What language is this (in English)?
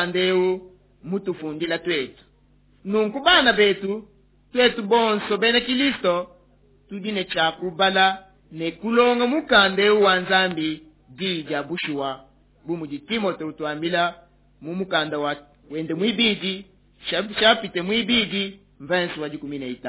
Luba-Lulua